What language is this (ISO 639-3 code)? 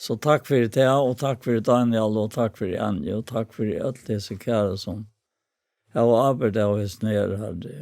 fao